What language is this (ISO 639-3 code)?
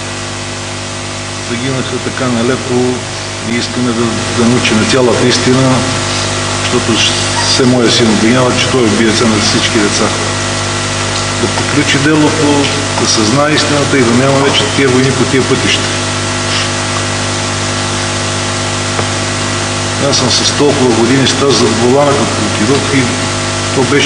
bul